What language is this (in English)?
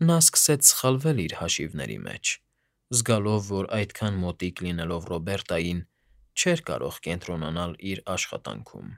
Armenian